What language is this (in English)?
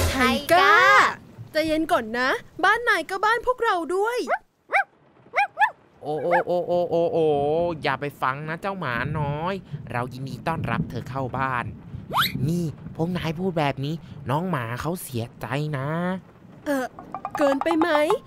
Thai